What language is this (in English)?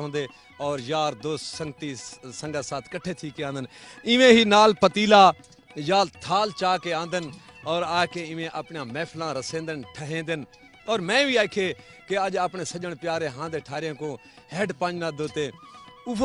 Saraiki